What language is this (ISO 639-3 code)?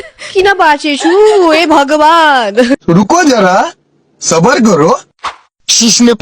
nep